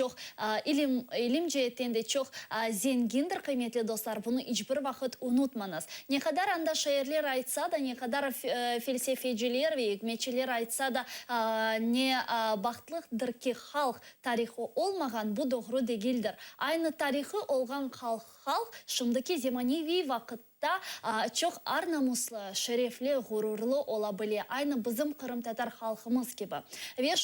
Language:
Crimean Tatar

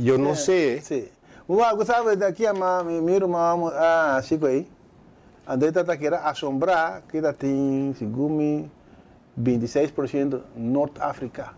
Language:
Papiamento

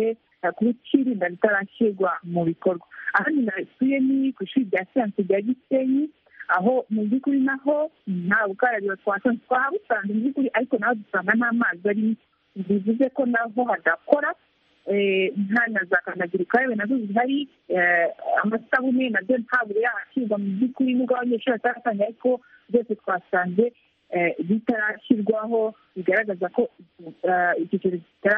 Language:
Kinyarwanda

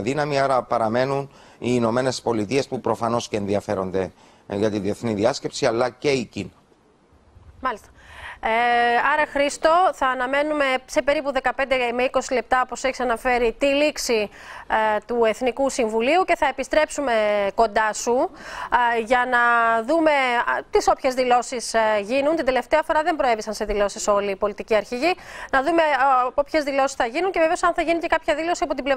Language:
Greek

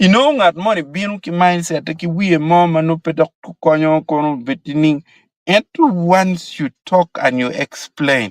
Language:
Acoli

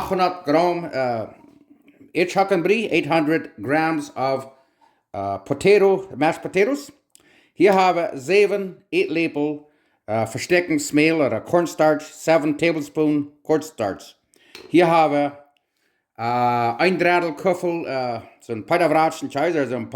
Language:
Plautdietsch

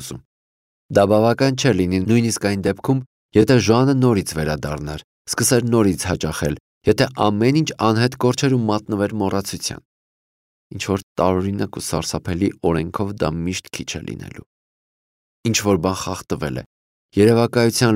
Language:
Armenian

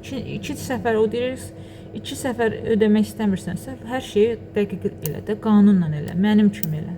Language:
Azerbaijani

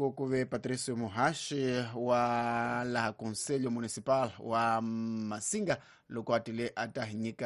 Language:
Tsonga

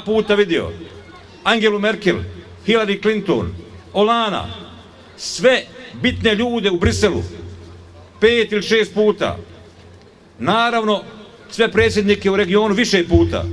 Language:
Bosnian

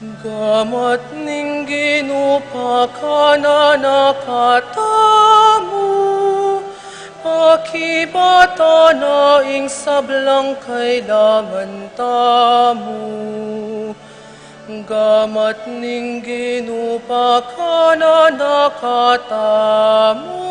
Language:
Pampanga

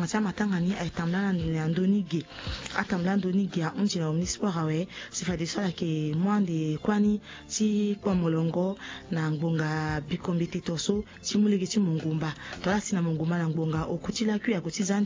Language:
Sango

